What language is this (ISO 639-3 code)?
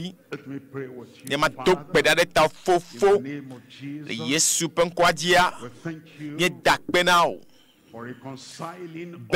ewe